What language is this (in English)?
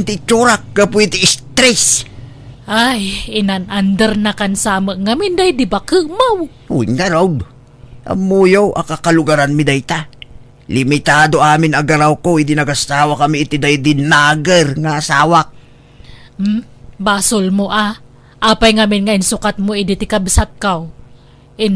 Iloko